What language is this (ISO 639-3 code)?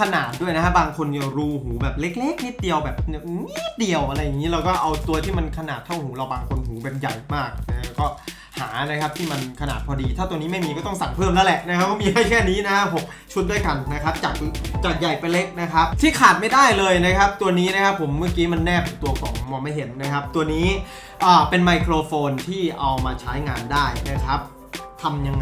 tha